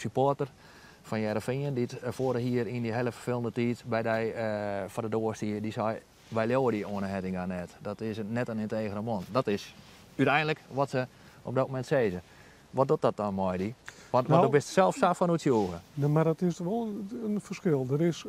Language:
Western Frisian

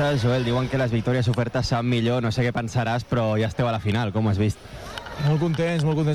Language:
Catalan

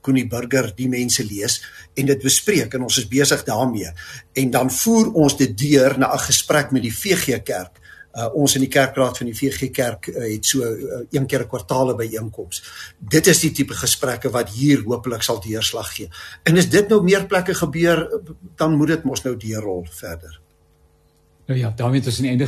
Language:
Afrikaans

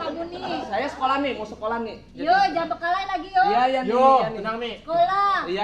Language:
Betawi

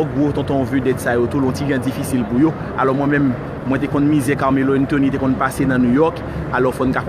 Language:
Haitian Creole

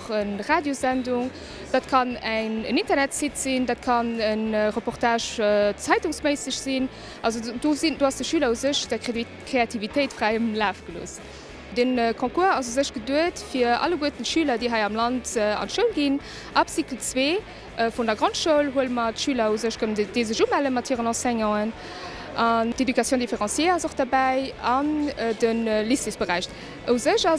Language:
Luxembourgish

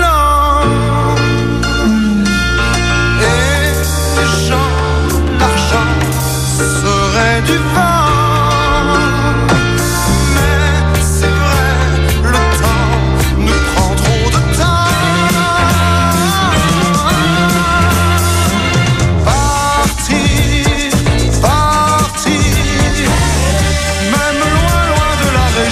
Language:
French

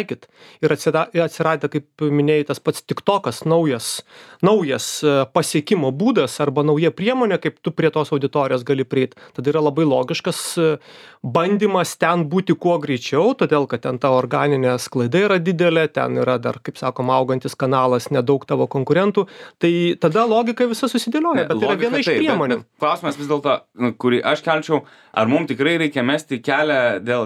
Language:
Lithuanian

